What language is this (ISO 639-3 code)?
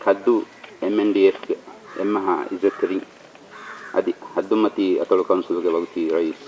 div